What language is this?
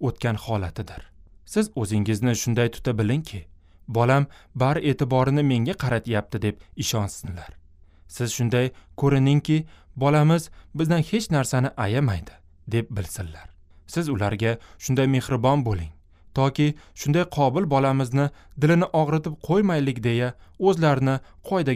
Uzbek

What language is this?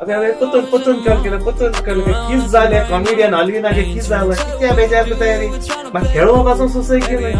Konkani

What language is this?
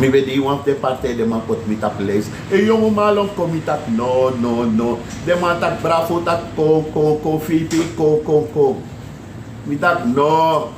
Sranan Tongo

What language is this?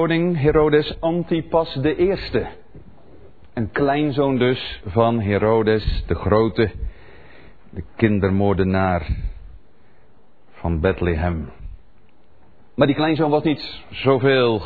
Dutch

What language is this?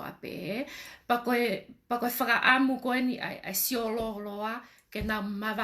Tongan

